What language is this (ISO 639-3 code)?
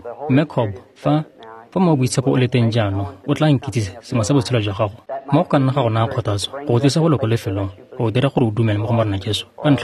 tsn